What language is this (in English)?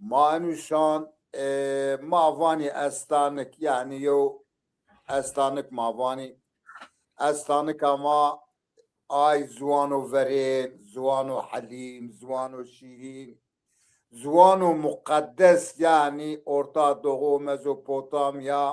Zaza